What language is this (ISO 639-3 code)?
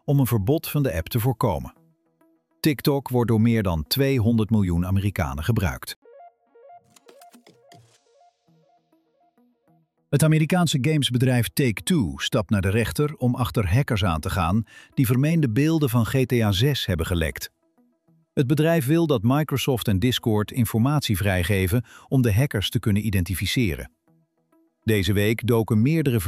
nld